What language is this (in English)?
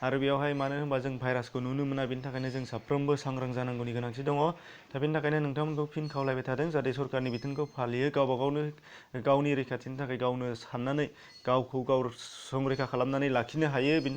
Bodo